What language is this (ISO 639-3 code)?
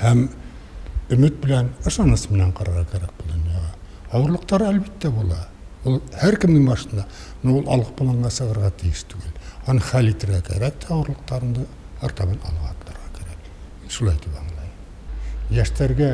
bak